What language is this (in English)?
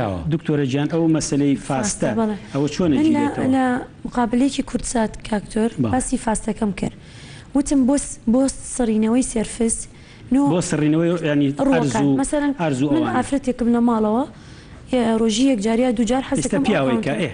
Central Kurdish